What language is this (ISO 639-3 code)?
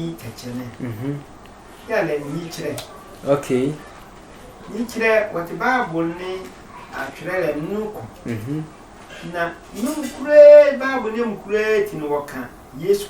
sfw